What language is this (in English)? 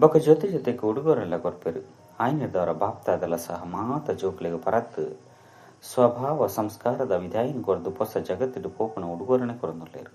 Tulu